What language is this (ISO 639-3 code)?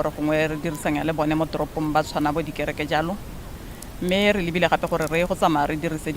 tsn